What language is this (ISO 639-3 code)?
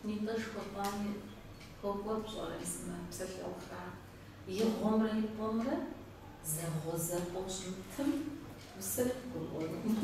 kbd